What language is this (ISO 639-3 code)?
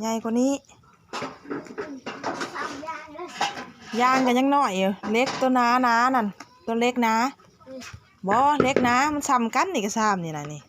tts